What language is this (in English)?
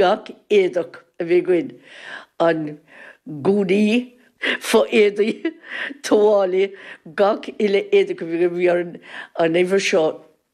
Irish